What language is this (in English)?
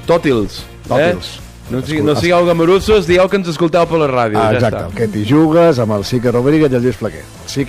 Catalan